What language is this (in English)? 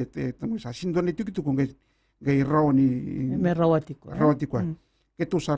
Fijian